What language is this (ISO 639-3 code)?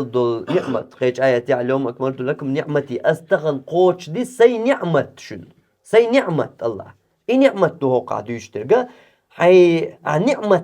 che